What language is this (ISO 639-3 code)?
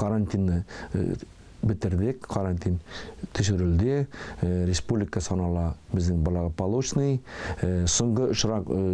tat